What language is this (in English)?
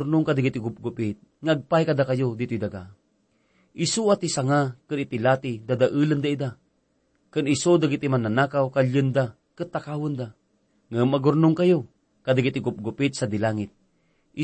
Iloko